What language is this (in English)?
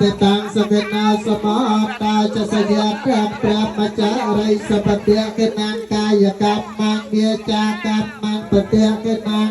Khmer